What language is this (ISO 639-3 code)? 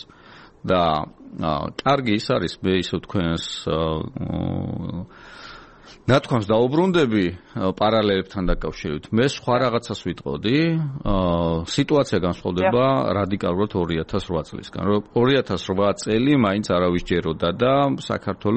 kat